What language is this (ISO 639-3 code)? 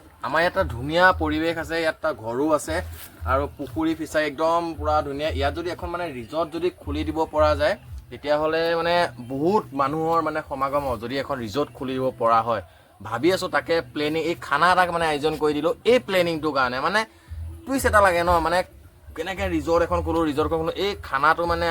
asm